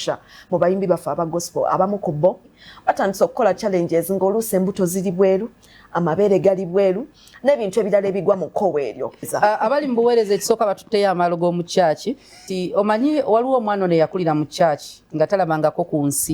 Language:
Ganda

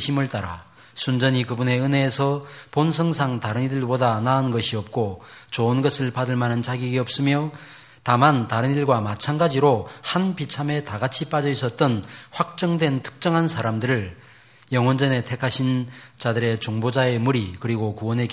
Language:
Korean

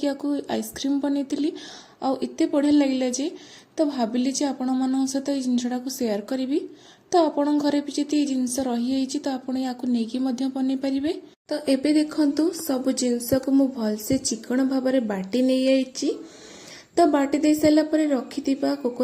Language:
Odia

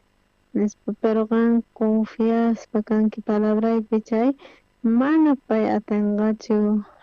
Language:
South Bolivian Quechua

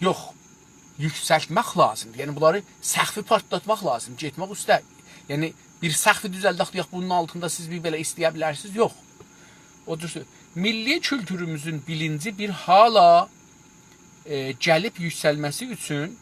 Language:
South Azerbaijani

